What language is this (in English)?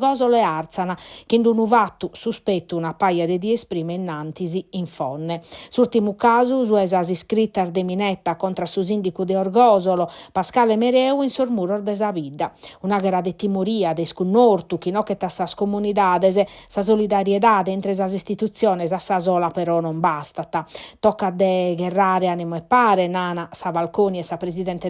Sardinian